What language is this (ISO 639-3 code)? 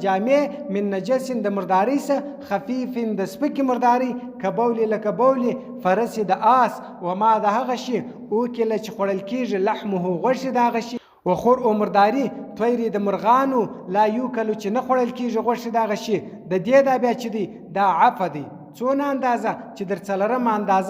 pus